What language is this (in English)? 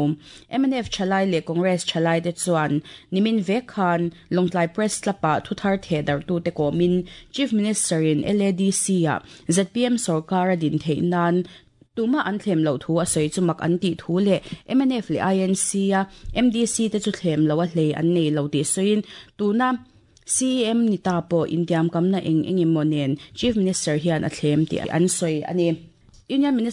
Mizo